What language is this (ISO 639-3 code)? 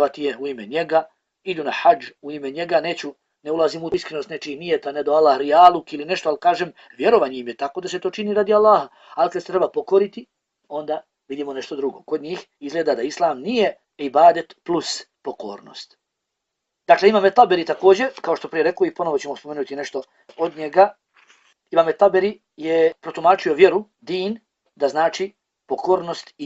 bos